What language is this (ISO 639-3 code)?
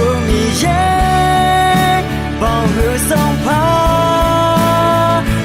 ahk